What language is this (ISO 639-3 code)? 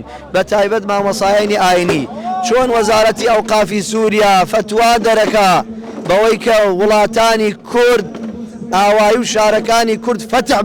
ckb